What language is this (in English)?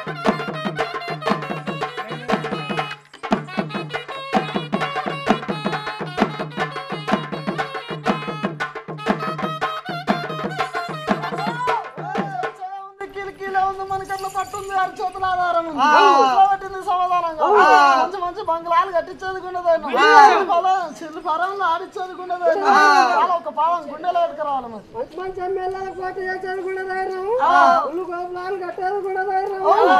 Telugu